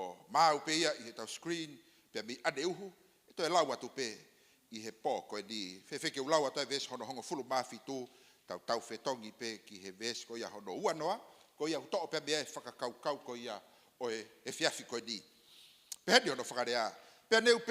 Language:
Tongan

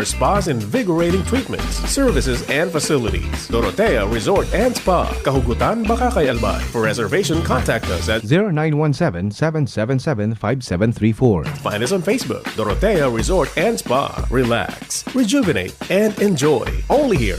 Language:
Bikol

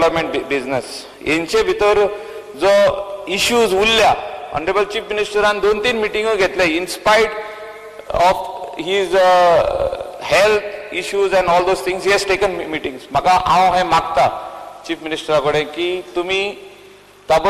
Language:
Konkani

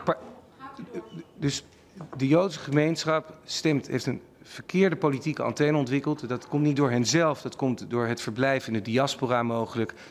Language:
Dutch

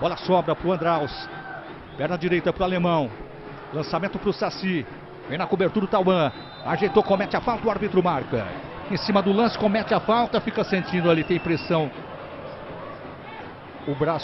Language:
Portuguese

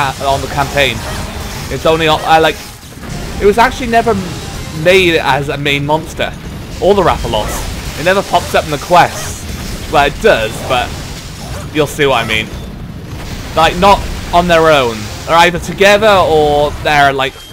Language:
English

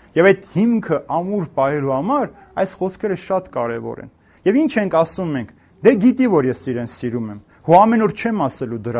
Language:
Armenian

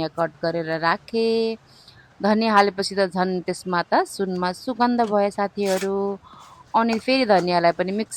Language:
Nepali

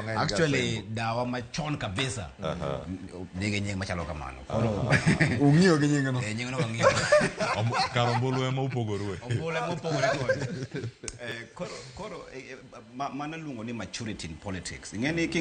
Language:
Luo (Kenya and Tanzania)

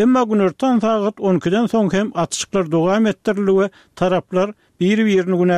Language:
Turkmen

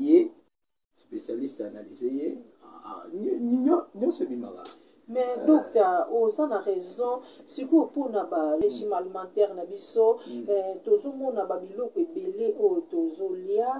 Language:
Lingala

